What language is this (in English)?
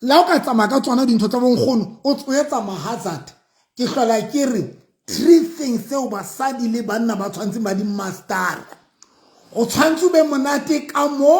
Southern Sotho